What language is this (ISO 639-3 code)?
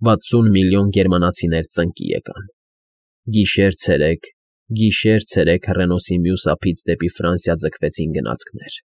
hye